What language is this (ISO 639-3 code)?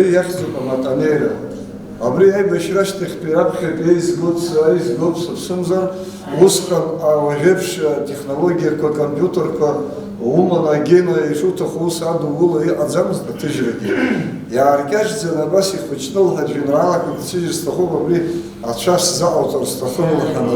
abk